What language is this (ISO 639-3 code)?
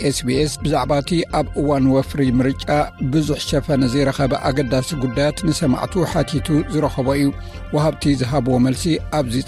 tir